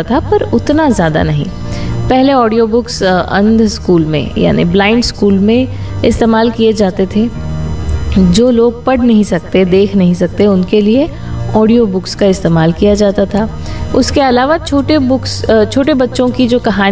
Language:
Hindi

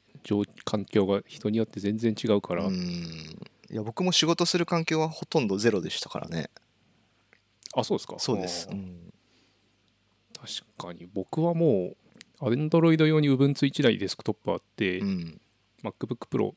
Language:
Japanese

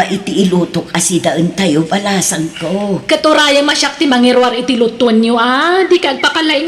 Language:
Iloko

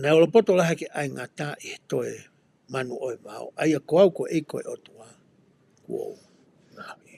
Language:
Tongan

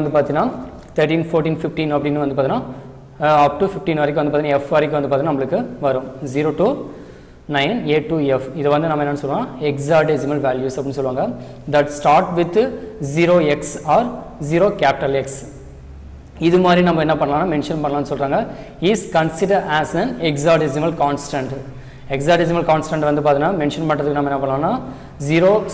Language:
Tamil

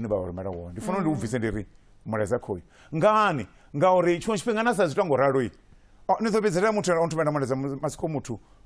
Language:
Venda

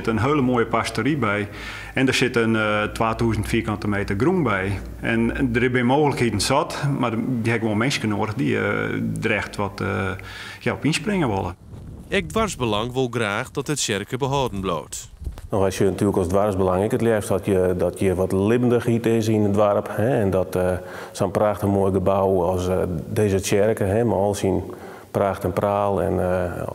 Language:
Western Frisian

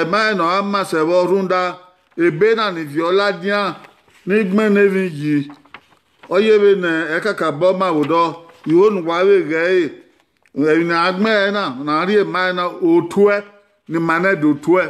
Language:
Bini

